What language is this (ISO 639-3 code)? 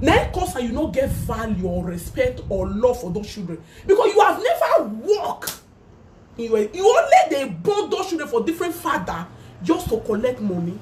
pcm